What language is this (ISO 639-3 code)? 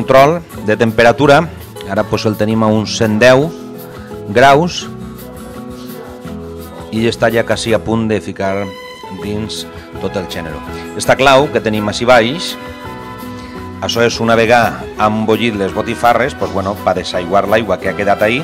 cat